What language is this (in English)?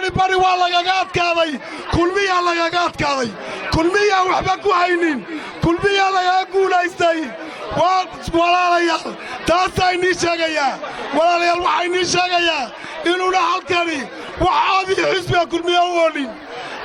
Somali